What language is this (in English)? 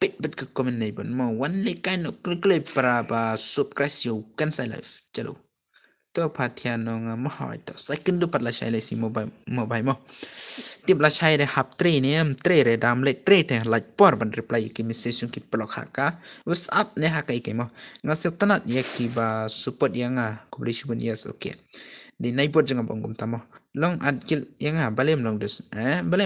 Khasi